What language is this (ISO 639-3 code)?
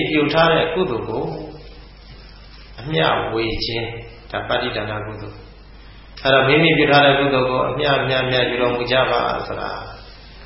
mya